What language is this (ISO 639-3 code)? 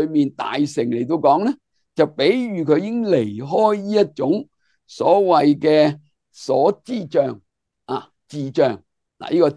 yue